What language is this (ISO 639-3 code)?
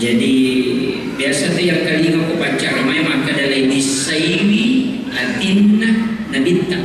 bug